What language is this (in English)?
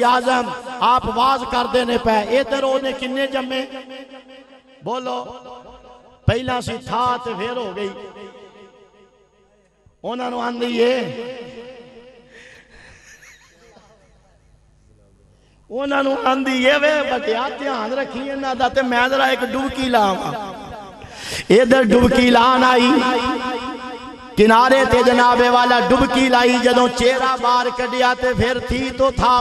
Western Panjabi